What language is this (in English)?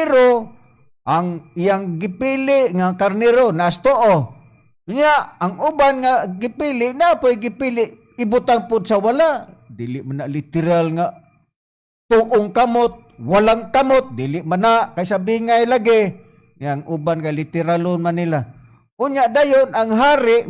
Cebuano